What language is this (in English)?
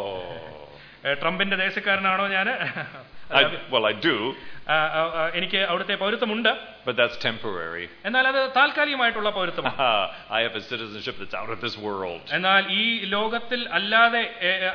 Malayalam